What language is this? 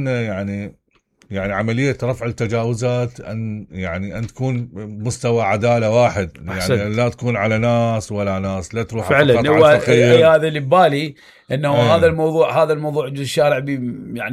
Mesopotamian Arabic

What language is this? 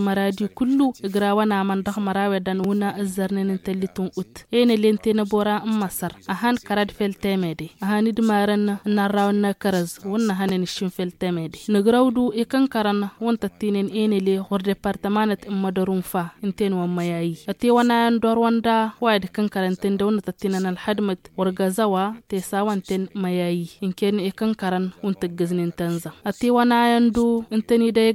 Tamasheq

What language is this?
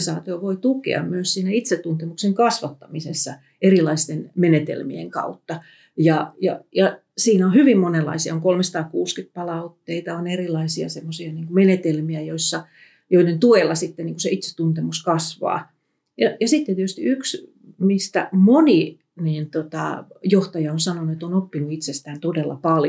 Finnish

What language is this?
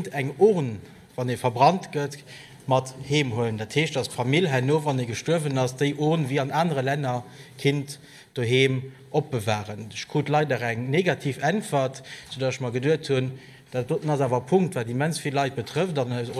Luxembourgish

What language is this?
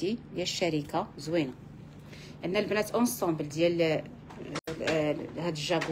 Moroccan Arabic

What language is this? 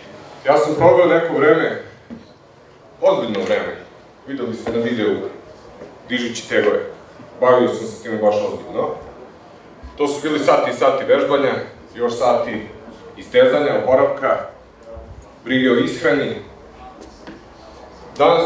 Serbian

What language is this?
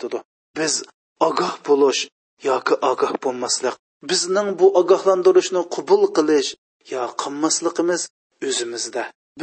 Uyghur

